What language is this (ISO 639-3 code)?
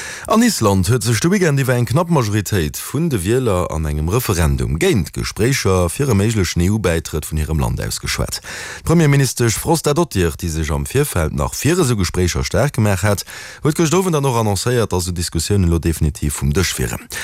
ltz